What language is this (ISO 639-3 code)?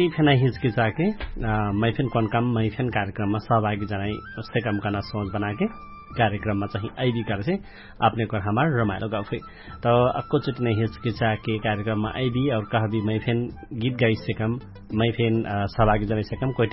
thl